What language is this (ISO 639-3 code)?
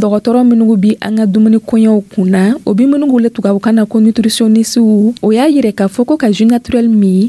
dyu